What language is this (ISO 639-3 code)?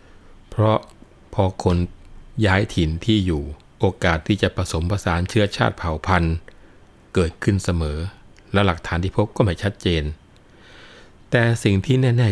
tha